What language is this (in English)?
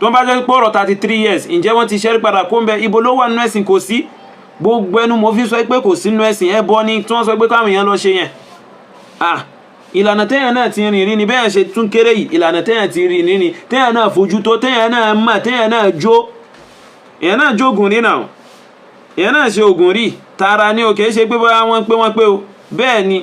Yoruba